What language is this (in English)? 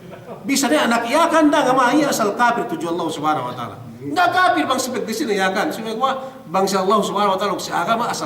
Yakan